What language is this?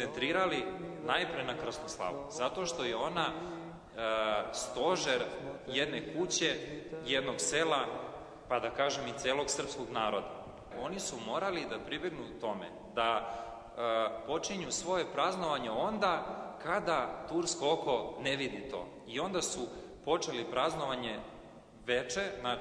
Serbian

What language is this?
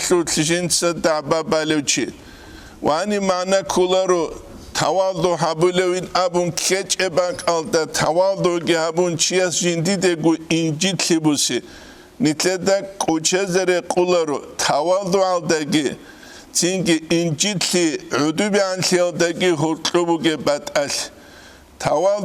Avaric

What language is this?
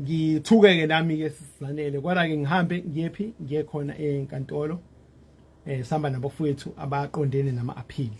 Zulu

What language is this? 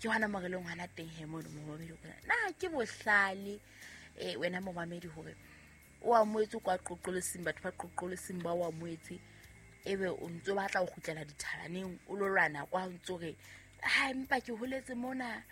Southern Sotho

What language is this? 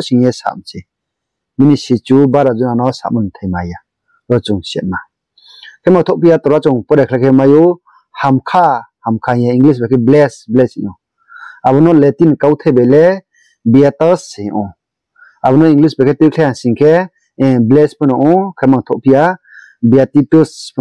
Riang (India)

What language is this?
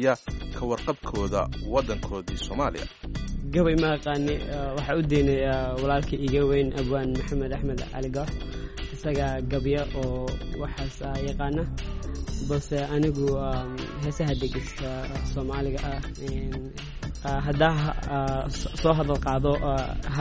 Somali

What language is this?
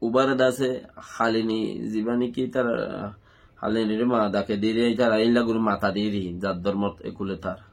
Rohingya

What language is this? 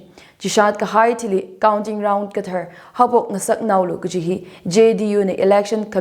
Tangkhul Naga (India)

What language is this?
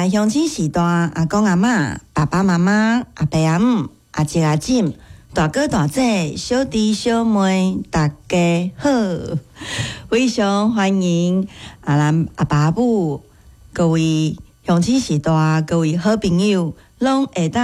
Min Nan Chinese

